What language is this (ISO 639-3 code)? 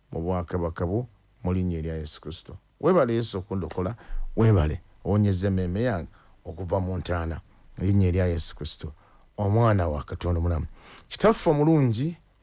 lug